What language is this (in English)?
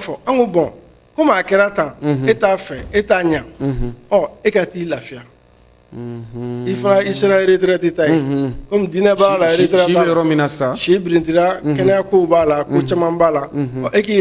Bambara